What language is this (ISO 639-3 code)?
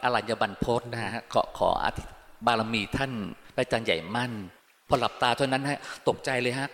tha